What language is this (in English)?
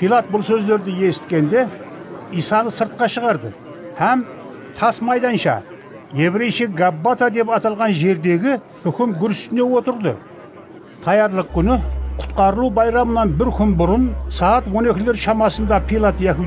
Kara-Kalpak